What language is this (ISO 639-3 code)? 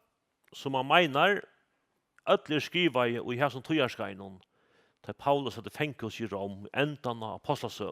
fao